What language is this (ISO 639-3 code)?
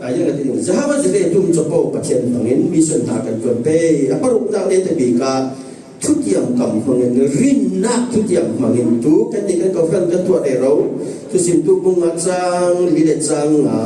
cfm